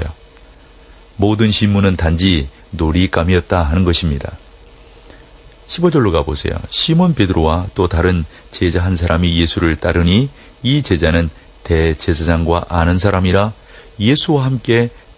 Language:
Korean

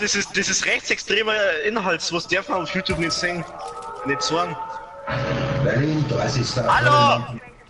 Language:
Bavarian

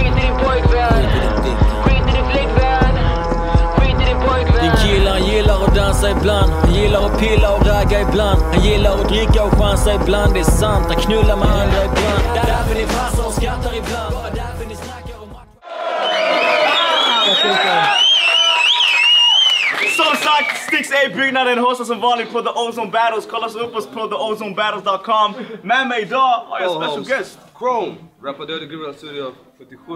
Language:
Swedish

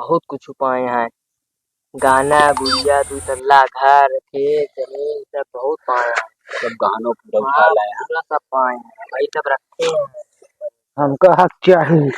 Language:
Awadhi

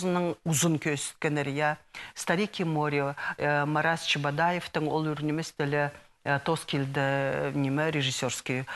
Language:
Khakas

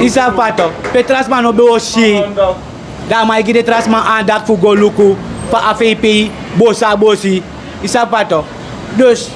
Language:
Sranan Tongo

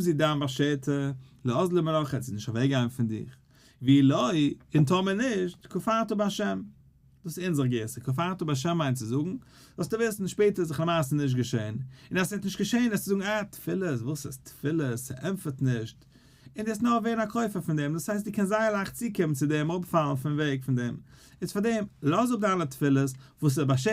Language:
Yiddish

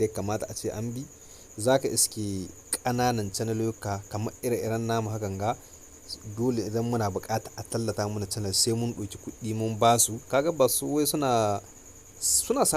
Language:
Hausa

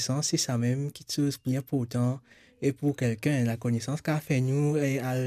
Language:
Morisyen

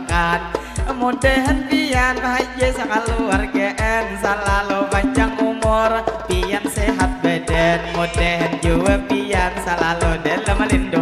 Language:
Banjar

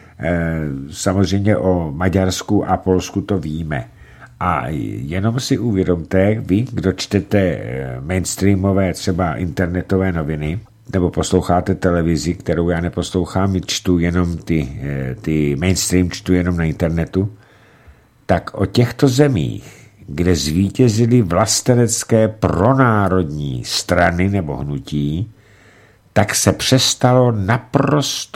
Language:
Czech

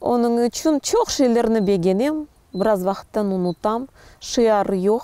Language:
Crimean Tatar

